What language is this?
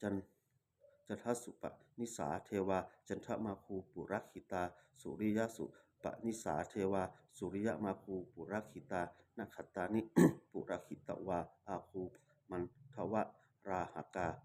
Pali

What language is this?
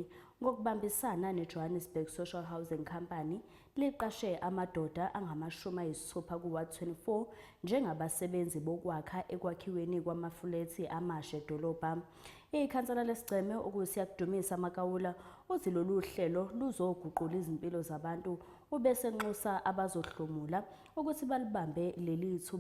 Zulu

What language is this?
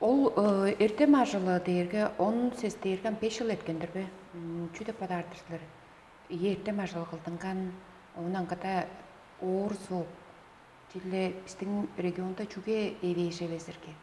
Tuvinian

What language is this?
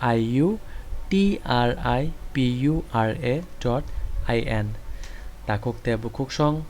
Kok Borok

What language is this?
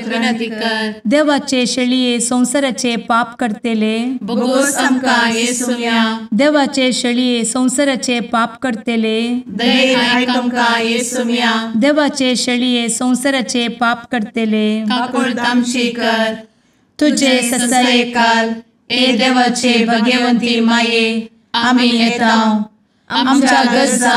Konkani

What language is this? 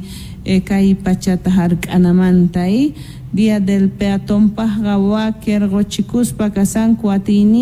South Bolivian Quechua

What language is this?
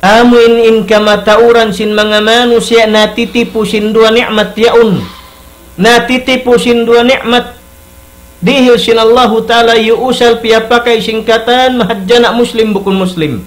Tausug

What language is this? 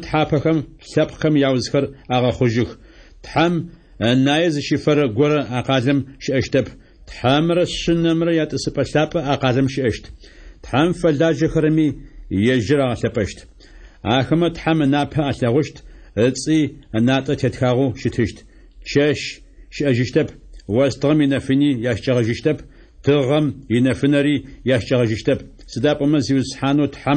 Adyghe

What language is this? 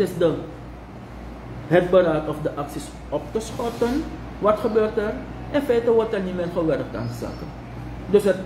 Dutch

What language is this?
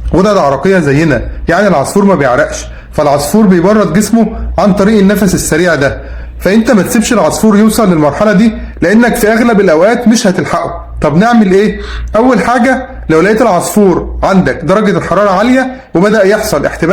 Egyptian Arabic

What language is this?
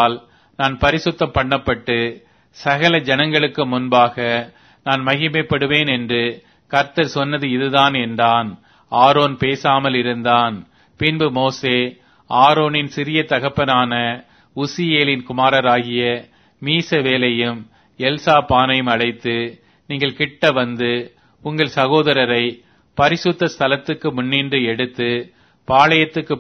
Tamil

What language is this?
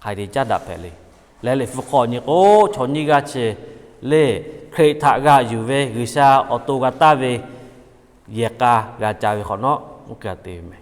Lahu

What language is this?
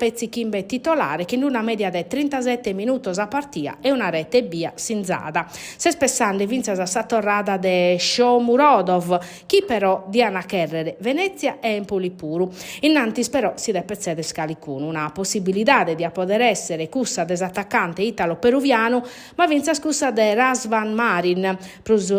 Sardinian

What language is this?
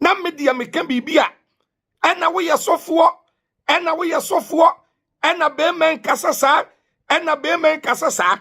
Akan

